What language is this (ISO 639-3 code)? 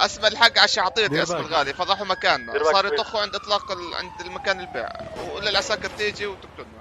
apc